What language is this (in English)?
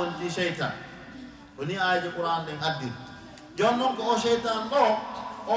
Fula